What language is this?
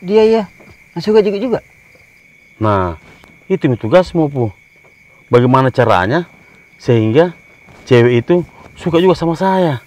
Makassar Malay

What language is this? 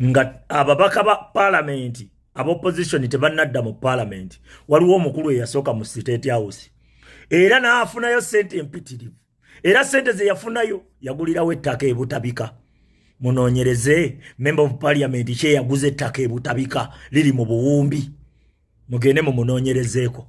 Ganda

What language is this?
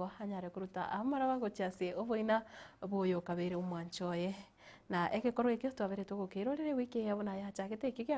Gusii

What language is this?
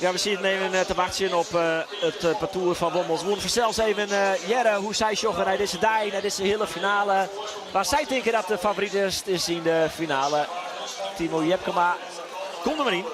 Western Frisian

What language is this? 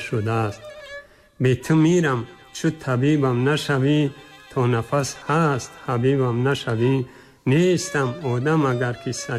Tajik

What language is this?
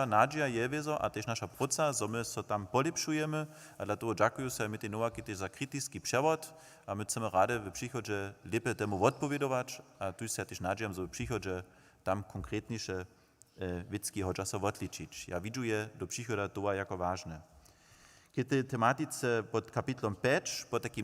Upper Sorbian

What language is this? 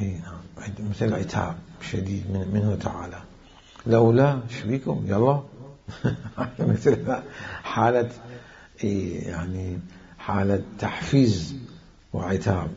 Mesopotamian Arabic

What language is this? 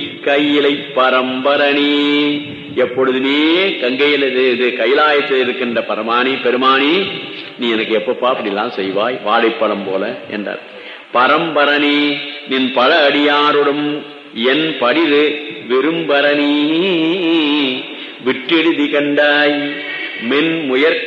Tamil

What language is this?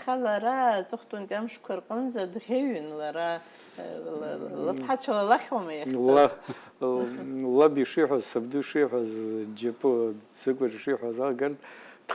Abkhazian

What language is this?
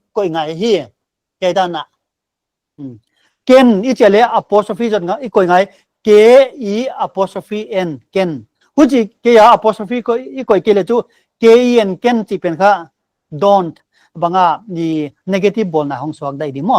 Paite Chin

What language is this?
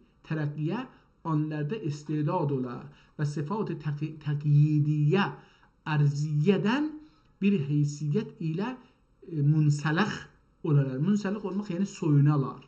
South Azerbaijani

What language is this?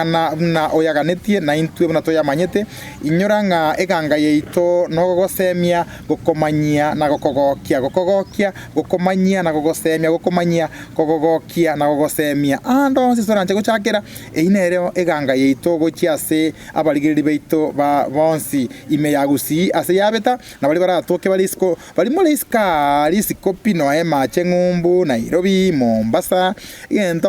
Gusii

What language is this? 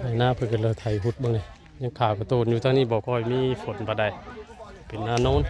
Northeastern Thai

